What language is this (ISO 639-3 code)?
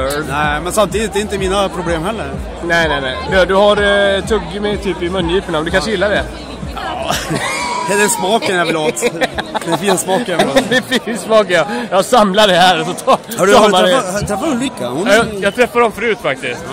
swe